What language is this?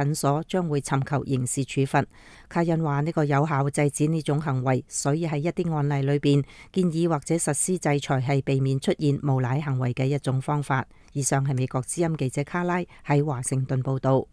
Cantonese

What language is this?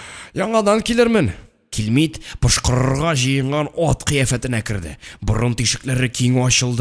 Tatar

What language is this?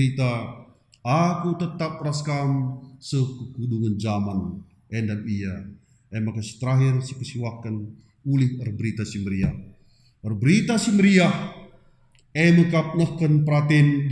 Batak Karo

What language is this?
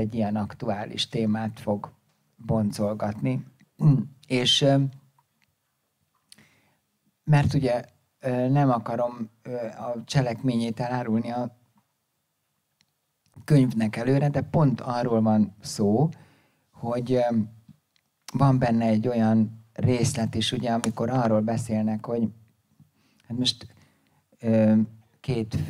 Hungarian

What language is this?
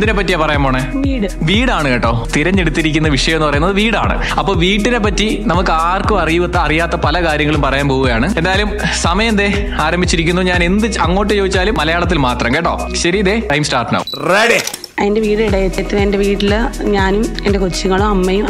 Malayalam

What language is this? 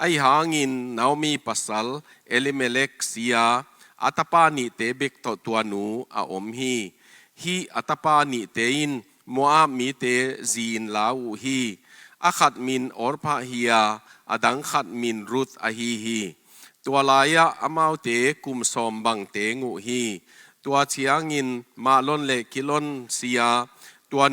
Tedim Chin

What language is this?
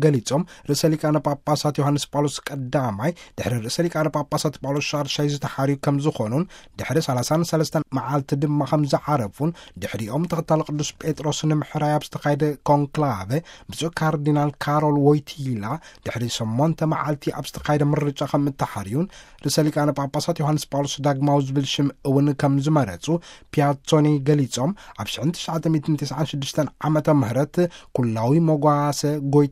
Tigrinya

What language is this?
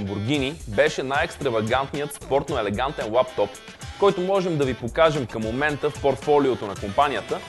Bulgarian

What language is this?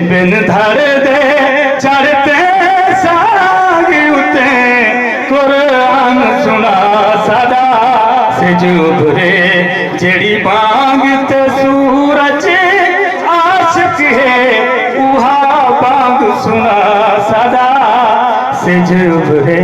Saraiki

